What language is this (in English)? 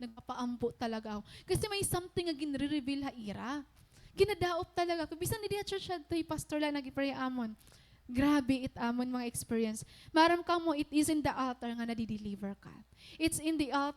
Waray